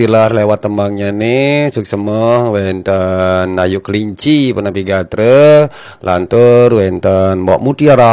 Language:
Balinese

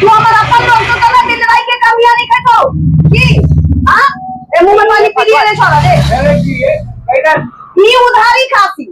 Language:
Maithili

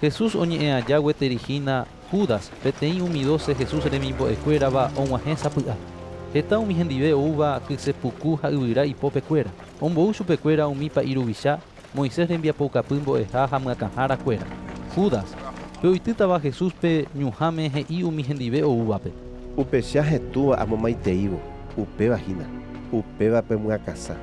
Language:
Guarani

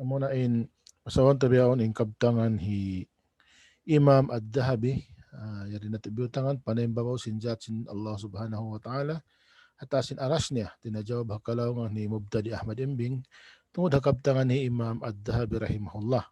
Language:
Tausug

